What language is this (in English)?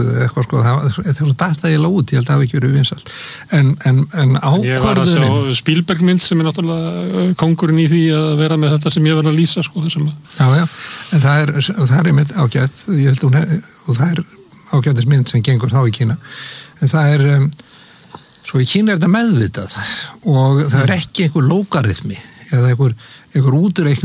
Icelandic